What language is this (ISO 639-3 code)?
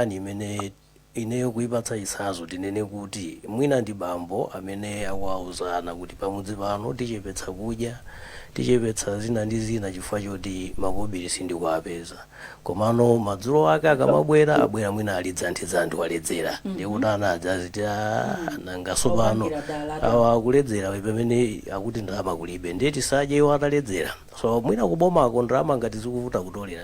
nya